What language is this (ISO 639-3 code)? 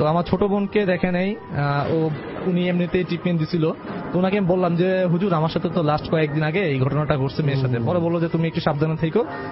ben